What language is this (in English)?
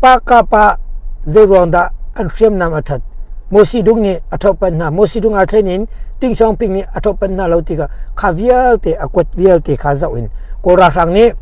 Hakha Chin